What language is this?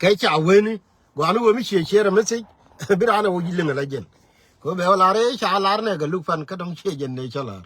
Nuer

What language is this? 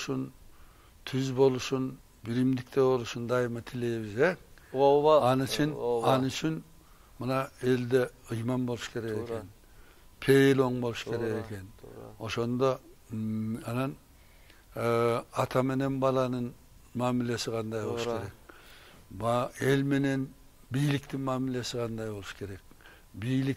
Kyrgyz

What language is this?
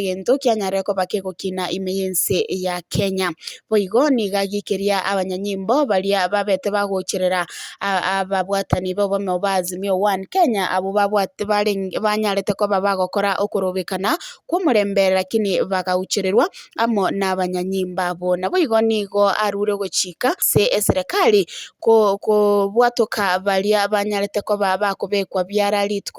Gusii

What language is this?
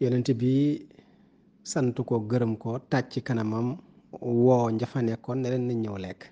Wolof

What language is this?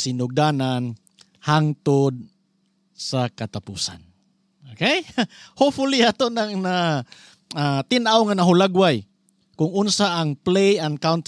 Cebuano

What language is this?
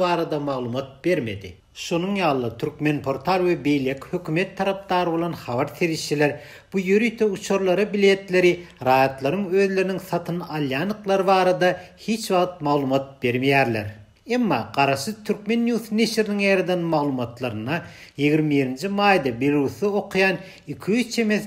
Turkmen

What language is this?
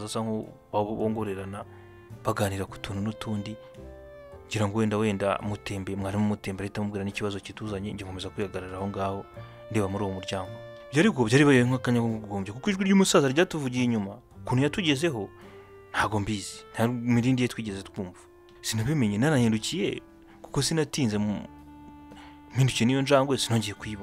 Kinyarwanda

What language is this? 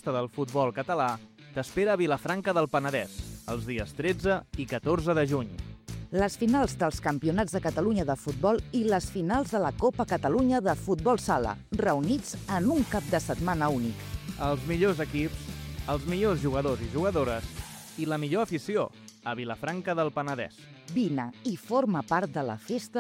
Catalan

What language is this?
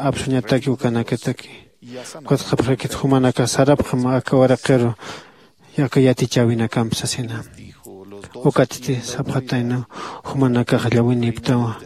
Aymara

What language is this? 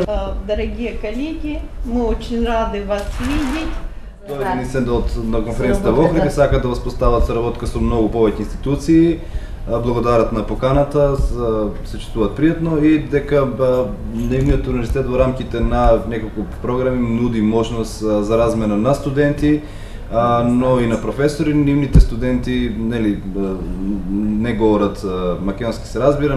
Macedonian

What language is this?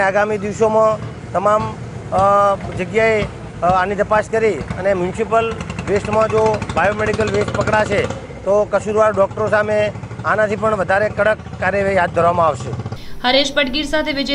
Gujarati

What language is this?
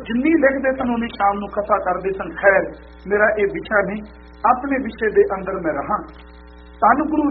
Punjabi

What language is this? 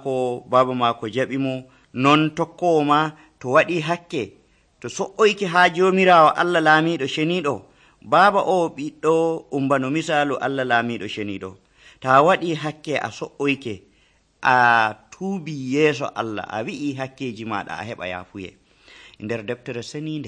Nigerian Fulfulde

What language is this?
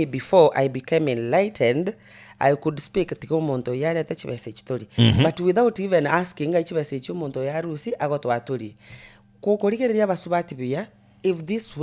Gusii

